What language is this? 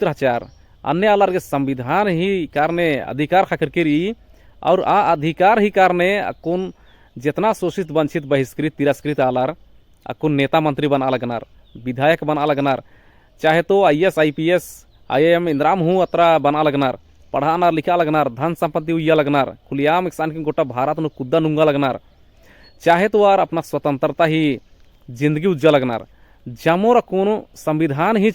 Kurukh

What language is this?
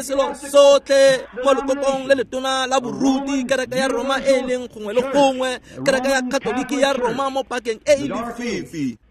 Tswana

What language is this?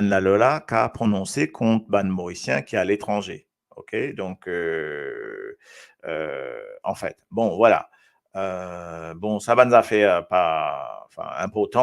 Morisyen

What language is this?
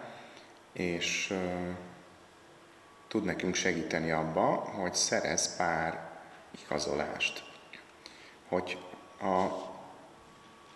Hungarian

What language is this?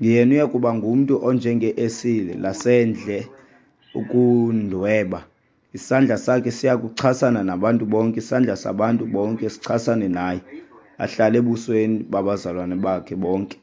Xhosa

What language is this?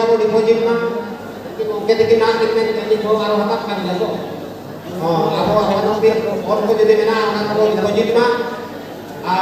Santali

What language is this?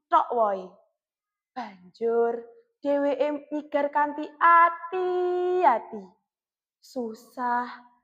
Javanese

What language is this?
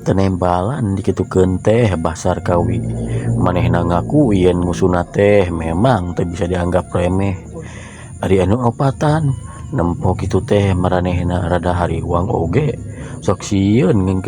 Sundanese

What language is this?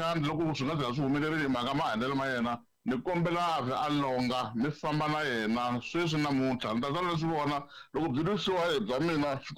Tsonga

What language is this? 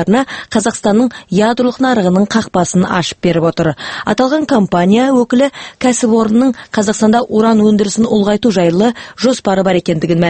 Kazakh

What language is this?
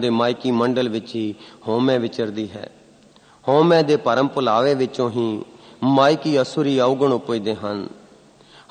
Punjabi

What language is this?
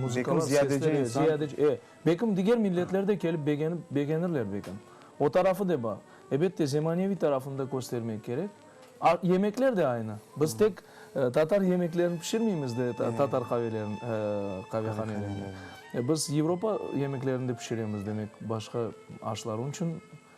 Crimean Tatar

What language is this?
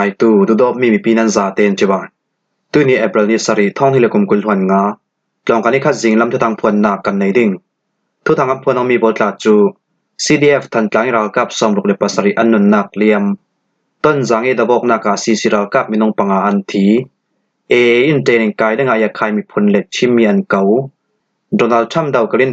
Falam Chin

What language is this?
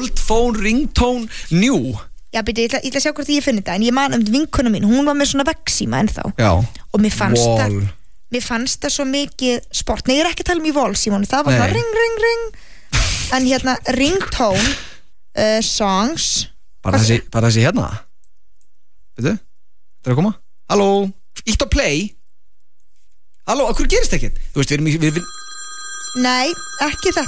Icelandic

